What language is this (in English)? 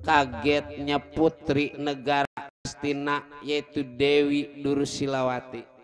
Betawi